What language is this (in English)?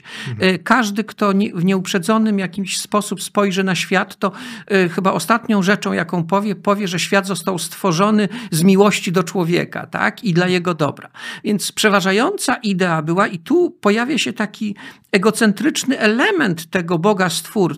Polish